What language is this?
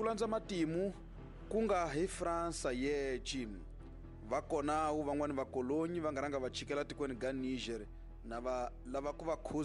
Tsonga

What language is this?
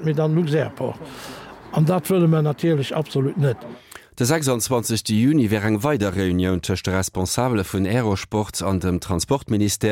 Luxembourgish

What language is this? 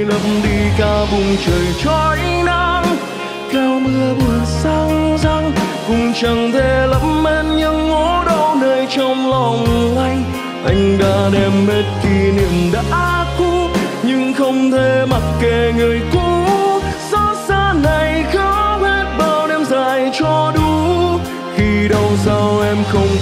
Vietnamese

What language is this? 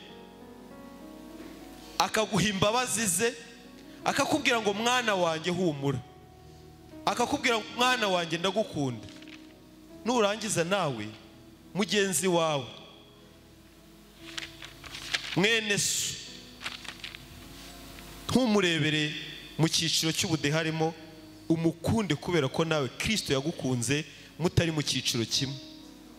Kinyarwanda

